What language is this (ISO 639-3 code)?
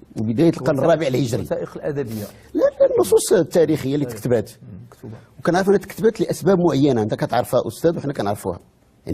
ary